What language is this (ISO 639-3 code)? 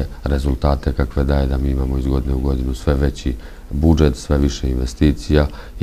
srp